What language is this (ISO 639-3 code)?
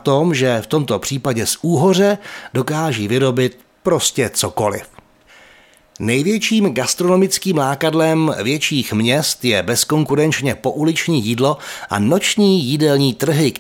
ces